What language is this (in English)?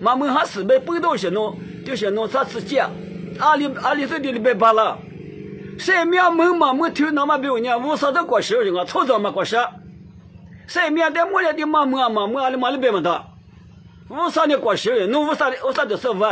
Lisu